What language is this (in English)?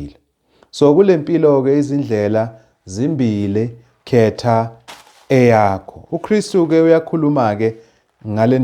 Zulu